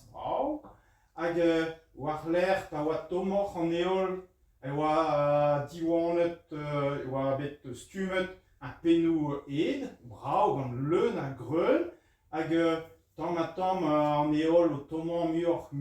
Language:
Breton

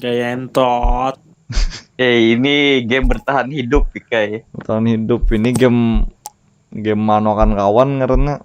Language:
Banjar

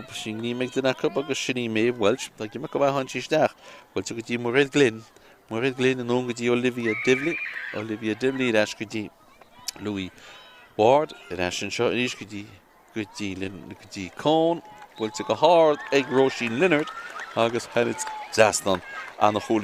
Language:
Irish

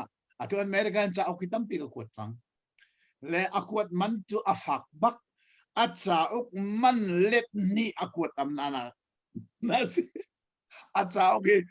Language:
Hakha Chin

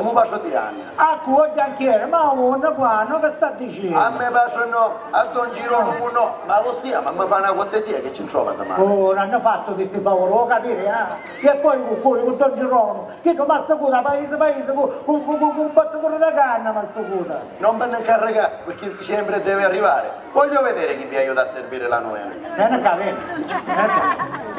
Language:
Sicilian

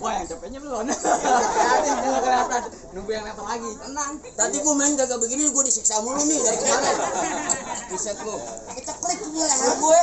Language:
Betawi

